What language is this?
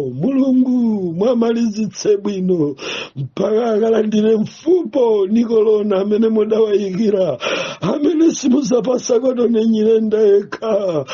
Nyanja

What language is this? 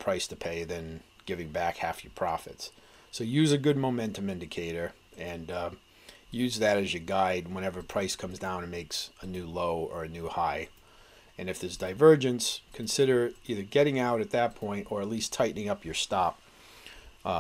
English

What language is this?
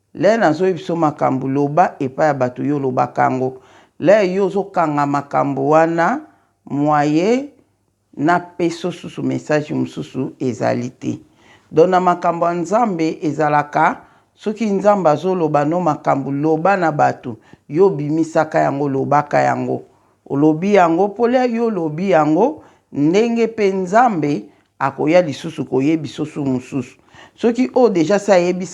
Lingala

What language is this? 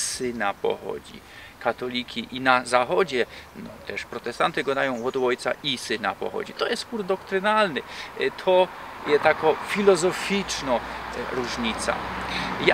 Silesian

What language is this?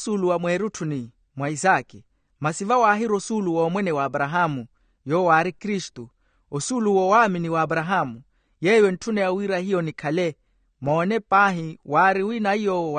Makhuwa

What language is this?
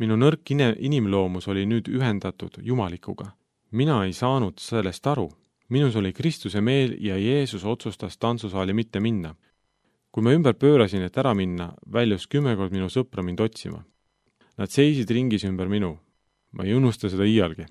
Estonian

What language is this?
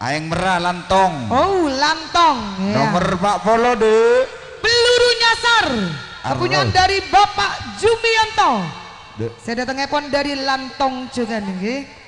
Madurese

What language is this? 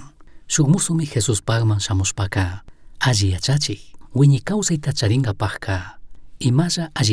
Chimborazo Highland Quichua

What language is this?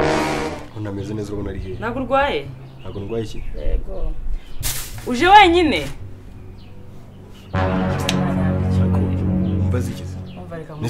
Kinyarwanda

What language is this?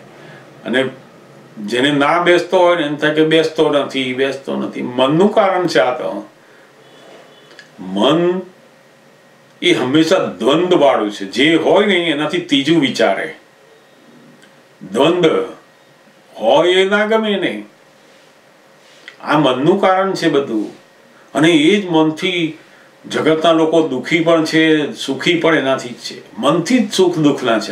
Gujarati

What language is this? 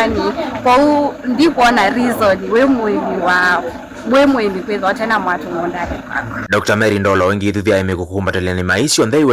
Kamba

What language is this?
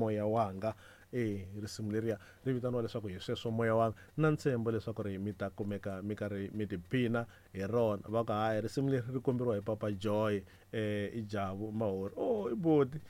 Tsonga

